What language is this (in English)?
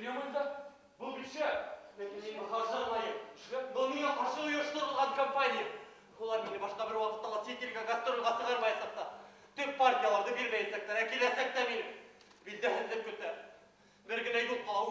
Bashkir